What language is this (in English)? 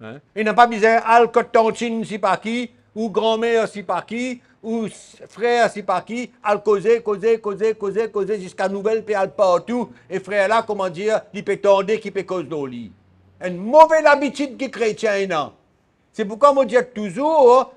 Morisyen